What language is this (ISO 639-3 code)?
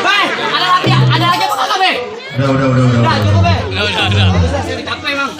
bew